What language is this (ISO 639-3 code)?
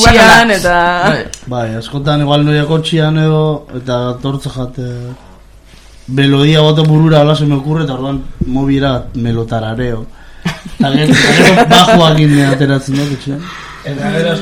eus